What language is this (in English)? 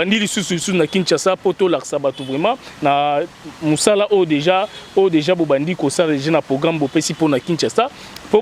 Lingala